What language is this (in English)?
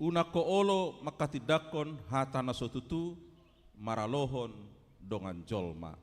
Batak Toba